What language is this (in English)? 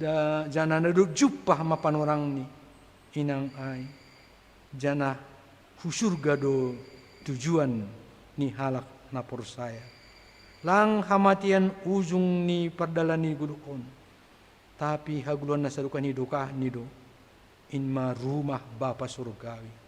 Batak Simalungun